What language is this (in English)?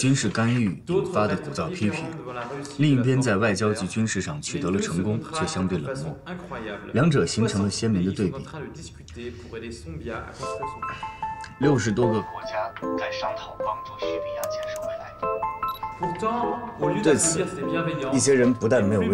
Chinese